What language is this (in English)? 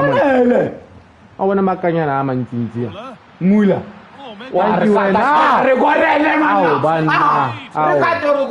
Tswana